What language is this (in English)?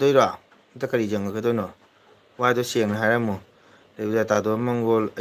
Manipuri